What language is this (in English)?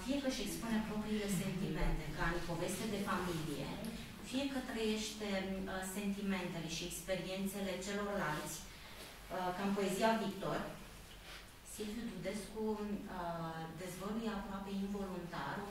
Romanian